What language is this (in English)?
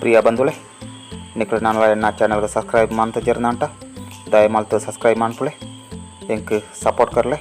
Tulu